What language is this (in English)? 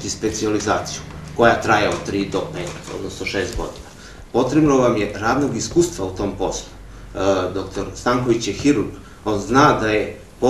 Serbian